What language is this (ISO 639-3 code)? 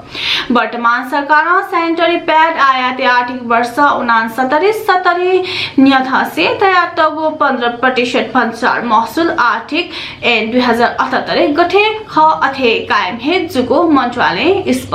new